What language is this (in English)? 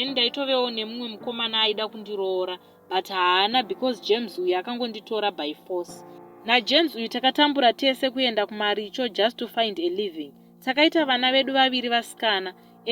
Shona